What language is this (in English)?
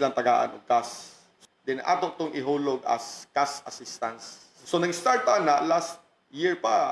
Cebuano